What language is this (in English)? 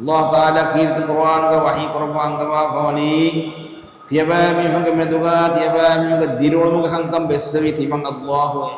Divehi